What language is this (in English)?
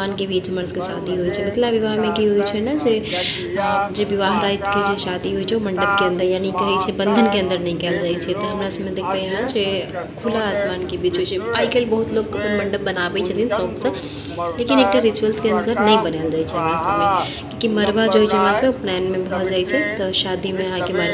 Maithili